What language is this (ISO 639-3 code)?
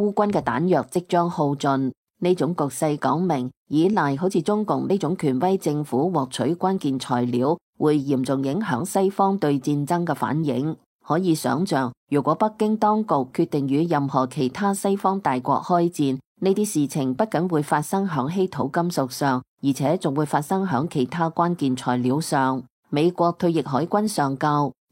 yue